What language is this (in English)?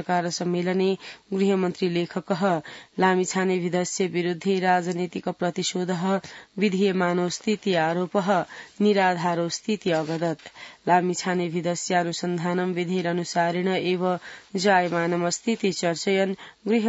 Sanskrit